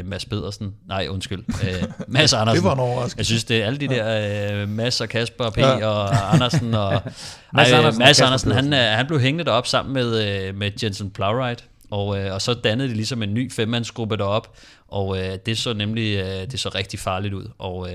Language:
Danish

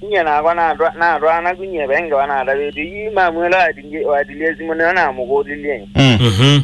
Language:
Kamba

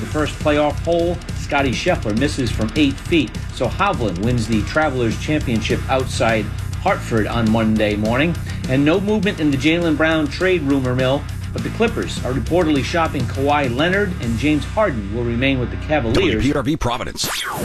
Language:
English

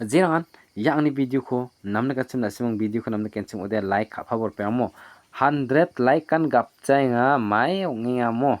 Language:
Garo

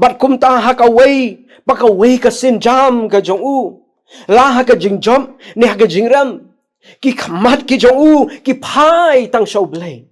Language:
Khasi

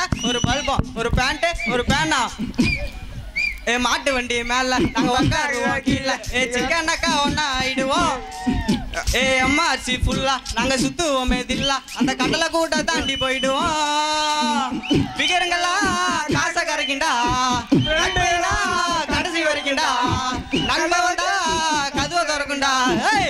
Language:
Tamil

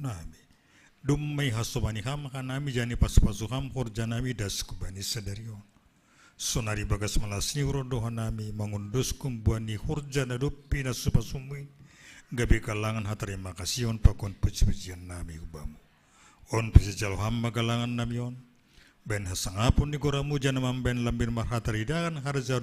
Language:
Batak Simalungun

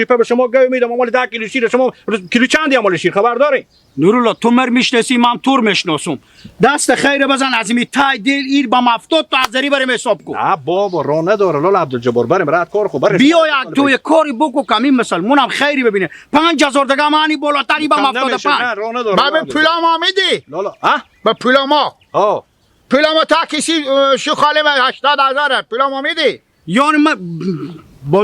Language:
Hazaragi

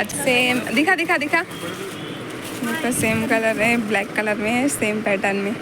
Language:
Chhattisgarhi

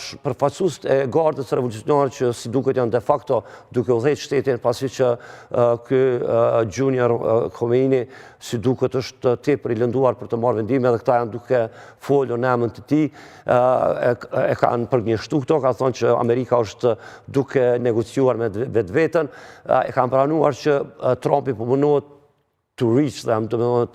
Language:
Albanian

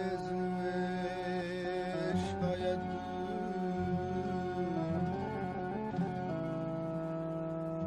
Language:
Punjabi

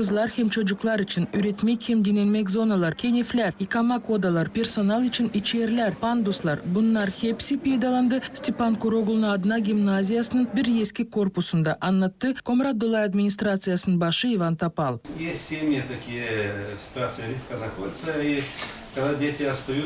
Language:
Gagauz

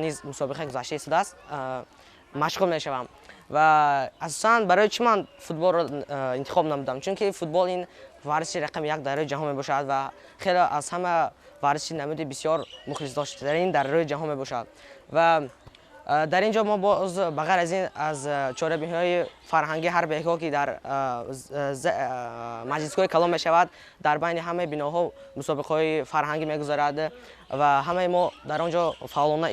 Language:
Tajik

